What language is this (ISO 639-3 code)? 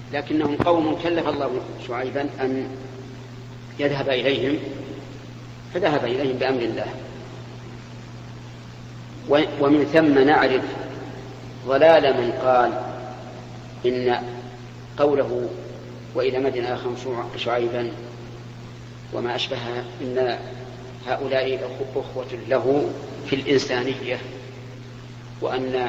ara